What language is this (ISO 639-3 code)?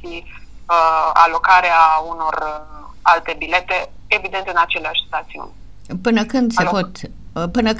ron